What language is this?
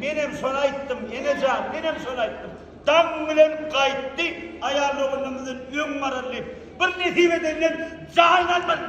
Turkmen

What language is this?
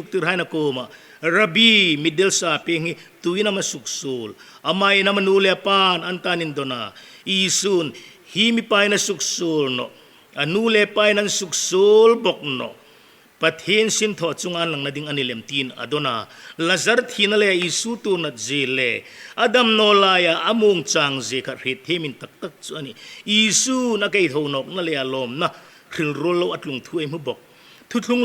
Hmar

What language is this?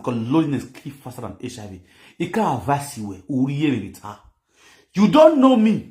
Nigerian Pidgin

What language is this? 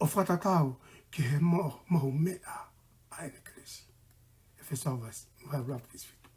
Tongan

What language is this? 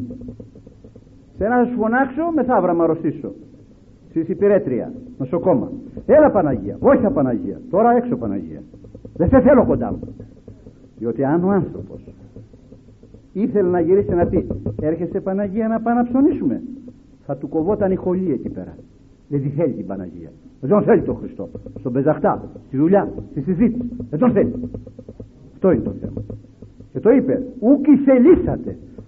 Greek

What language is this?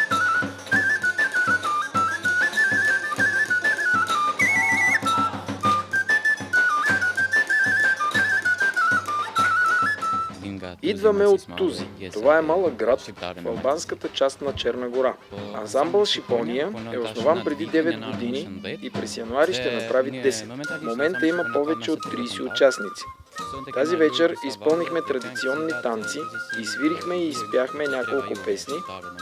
Bulgarian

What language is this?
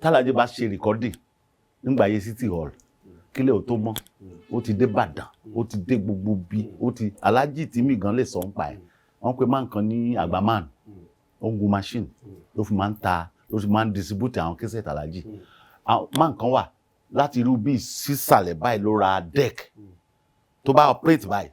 Yoruba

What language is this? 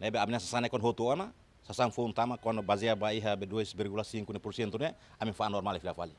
Tetum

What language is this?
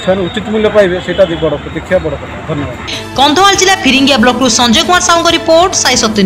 Odia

